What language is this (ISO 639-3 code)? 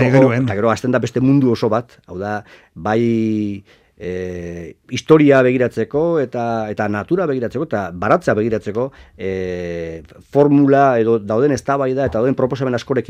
eus